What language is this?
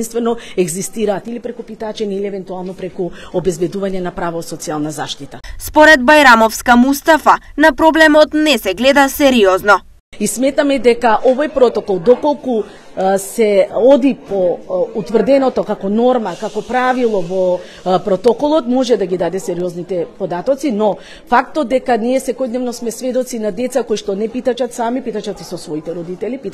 Macedonian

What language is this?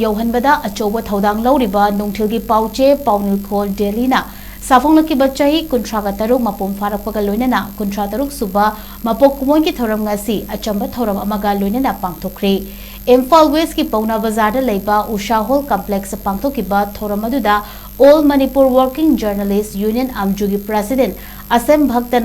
Manipuri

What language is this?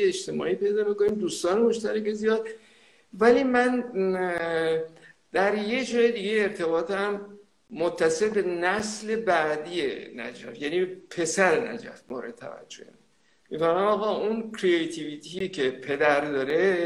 Persian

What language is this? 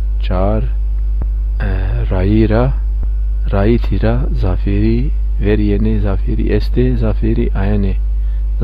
Zaza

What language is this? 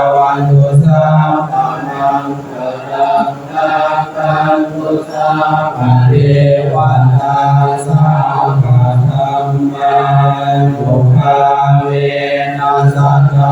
Pali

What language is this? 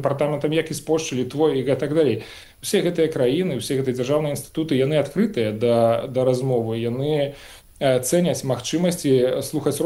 Belarusian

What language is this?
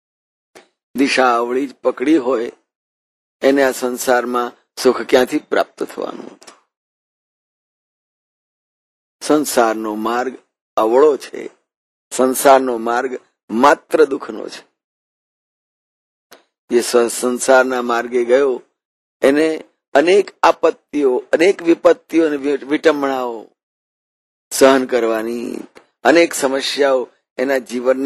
Gujarati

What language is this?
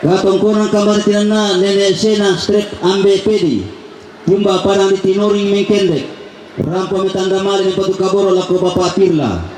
Toraja-Sa'dan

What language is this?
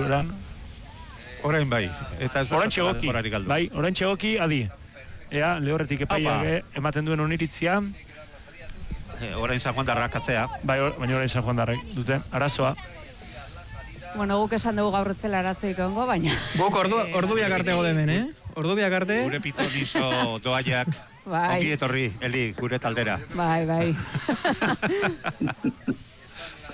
Basque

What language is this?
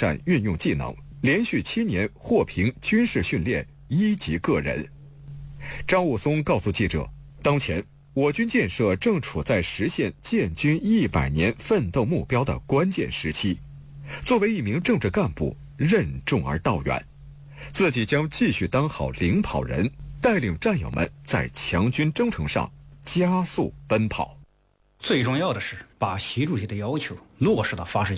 Chinese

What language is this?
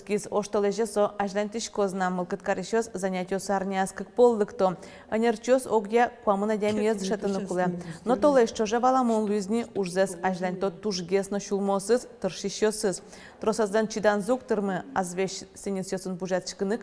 Udmurt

